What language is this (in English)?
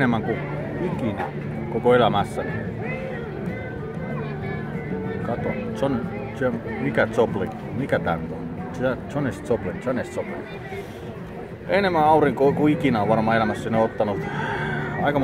Finnish